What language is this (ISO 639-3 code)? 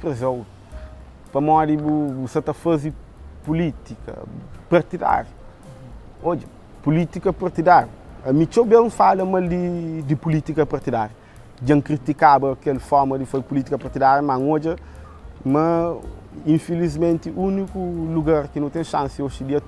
kea